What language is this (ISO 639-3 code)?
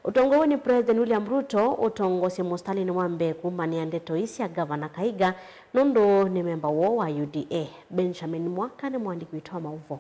kam